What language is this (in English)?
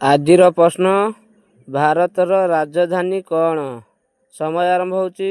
Odia